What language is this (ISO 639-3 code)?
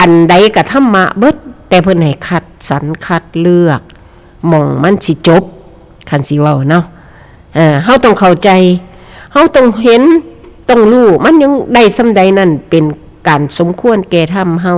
tts